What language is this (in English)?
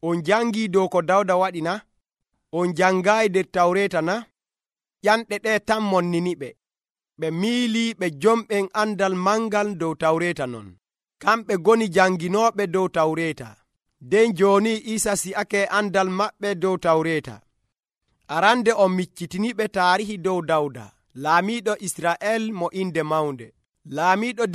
Nigerian Fulfulde